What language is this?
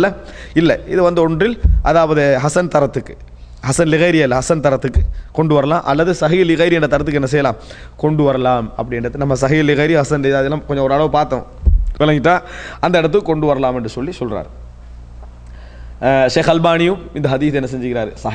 Tamil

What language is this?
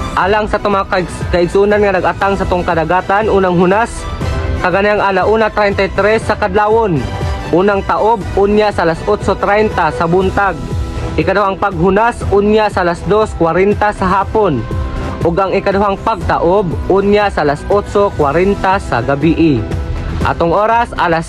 Cebuano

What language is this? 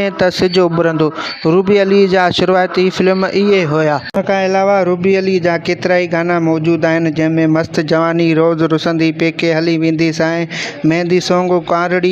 Sindhi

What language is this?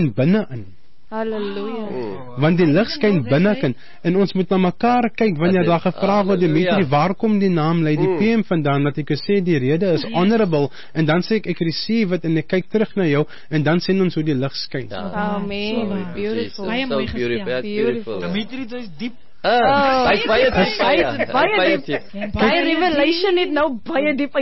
Afrikaans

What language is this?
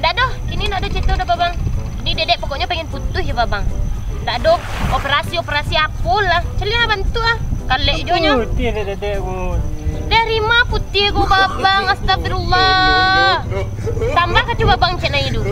Minangkabau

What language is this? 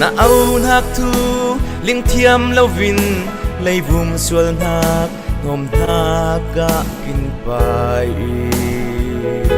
Falam Chin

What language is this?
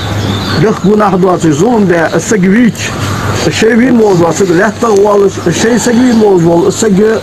Ingush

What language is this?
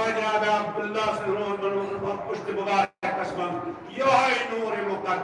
Kashmiri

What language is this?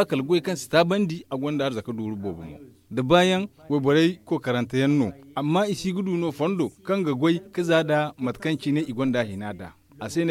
Zarma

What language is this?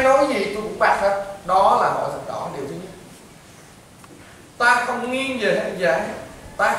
Vietnamese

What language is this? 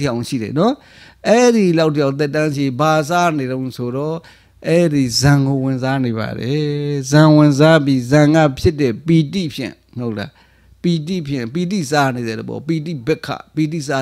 Burmese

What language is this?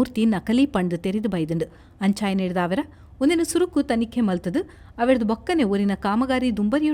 Tulu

